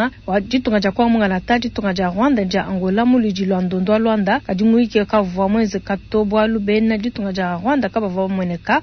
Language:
Luba-Lulua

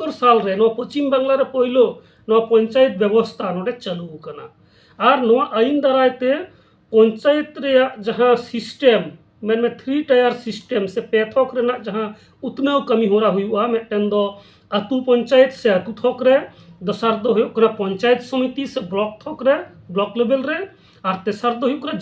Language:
Santali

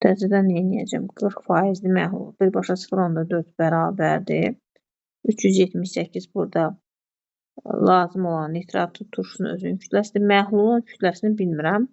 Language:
Azerbaijani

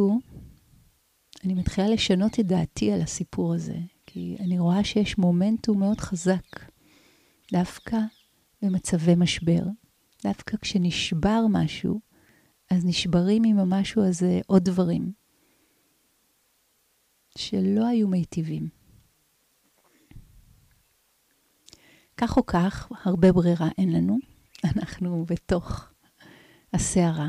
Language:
Hebrew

